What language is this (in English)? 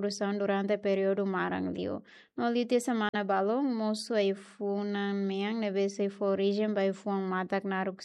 Tetum